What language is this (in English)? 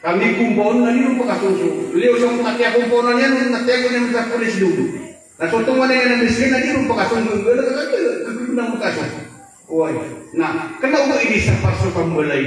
Maranao